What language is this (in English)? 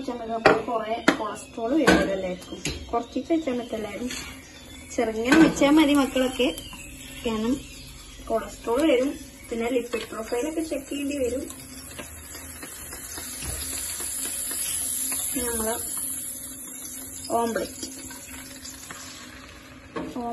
Malayalam